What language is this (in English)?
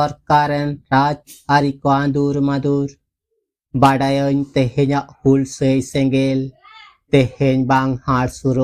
Santali